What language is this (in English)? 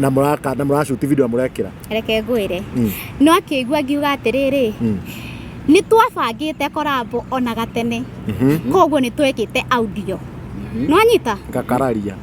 Kikuyu